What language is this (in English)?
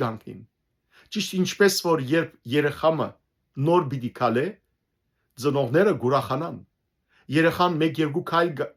Western Armenian